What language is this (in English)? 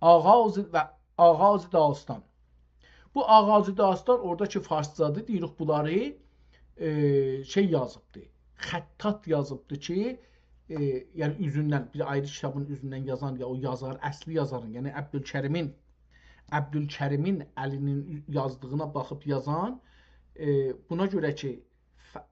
South Azerbaijani